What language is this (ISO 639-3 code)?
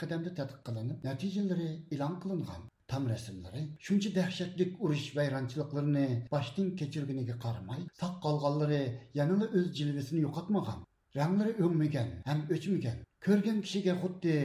uig